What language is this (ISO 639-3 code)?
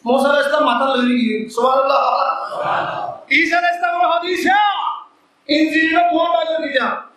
rhg